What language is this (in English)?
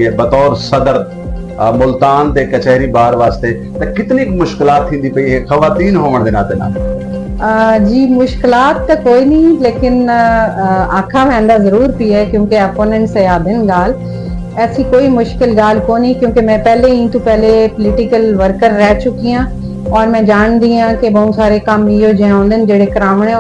Saraiki